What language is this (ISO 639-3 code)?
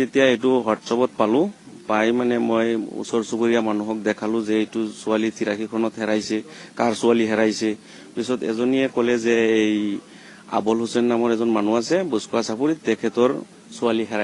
asm